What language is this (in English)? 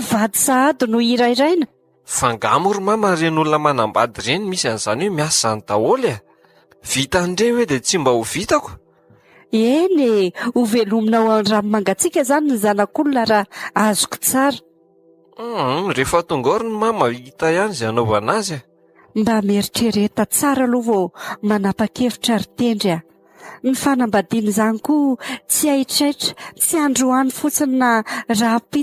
Malagasy